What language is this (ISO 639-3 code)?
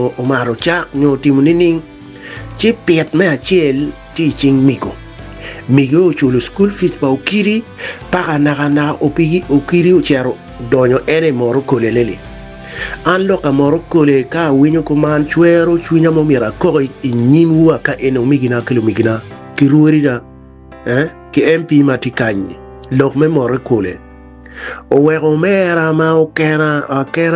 ach